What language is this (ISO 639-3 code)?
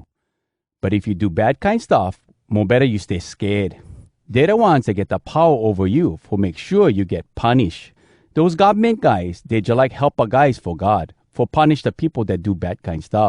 hwc